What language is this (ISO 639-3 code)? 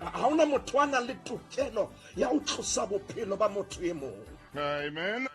sot